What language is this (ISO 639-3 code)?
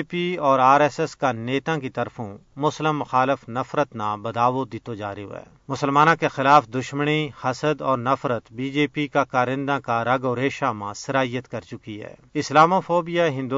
gju